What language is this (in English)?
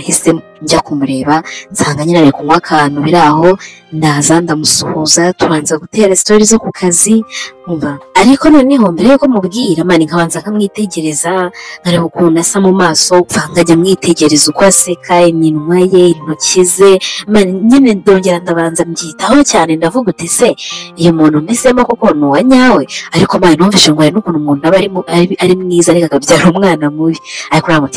Kinyarwanda